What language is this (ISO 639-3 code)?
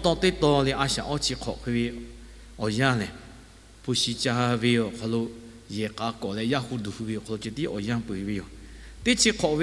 lhu